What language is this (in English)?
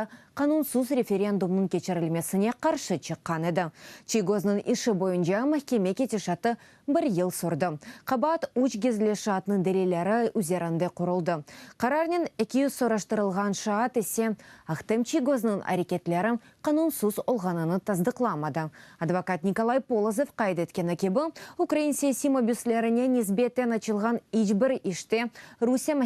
Crimean Tatar